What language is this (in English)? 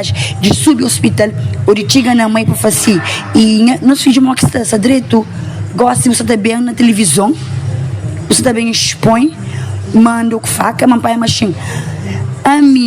Kabuverdianu